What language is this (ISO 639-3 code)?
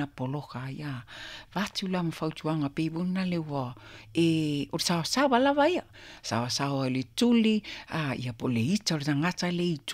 smo